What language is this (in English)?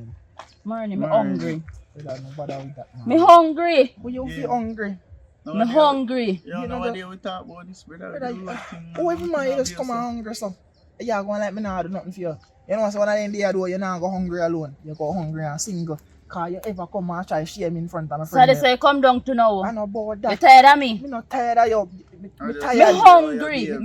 Jamaican Creole English